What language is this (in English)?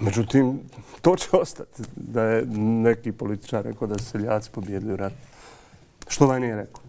Bosnian